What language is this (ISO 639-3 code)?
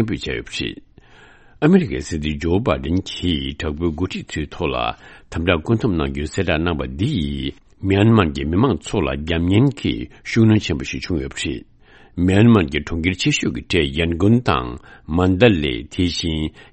bod